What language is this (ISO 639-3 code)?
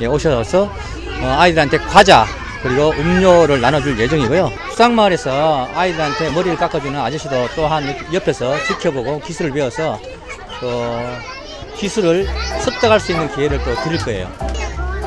kor